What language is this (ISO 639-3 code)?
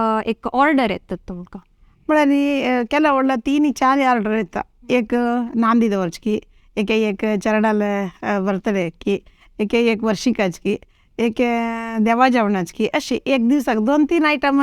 kok